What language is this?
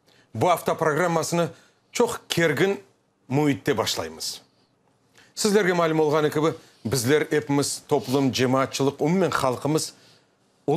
Crimean Tatar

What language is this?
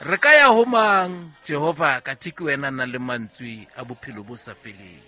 Southern Sotho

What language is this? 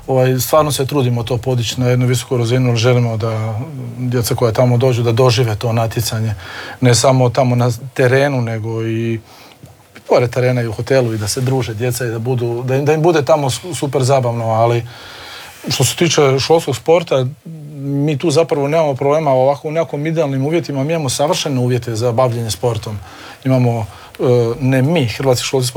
Croatian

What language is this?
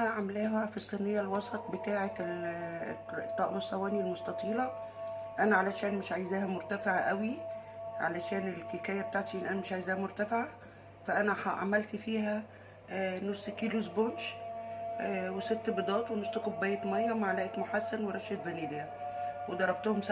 Egyptian Arabic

